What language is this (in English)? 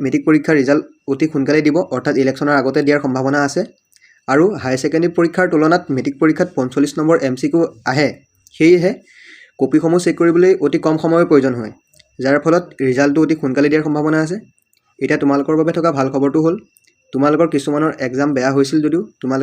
Assamese